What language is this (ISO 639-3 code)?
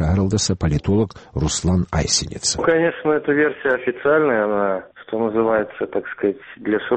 ava